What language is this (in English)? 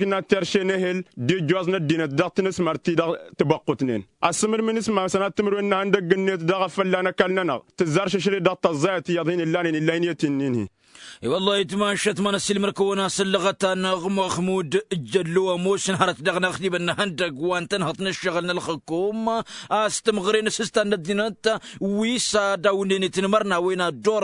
Tamasheq